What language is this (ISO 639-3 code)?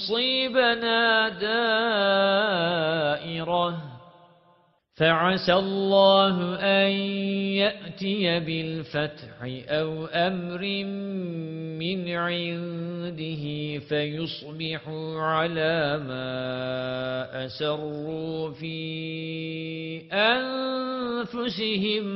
ara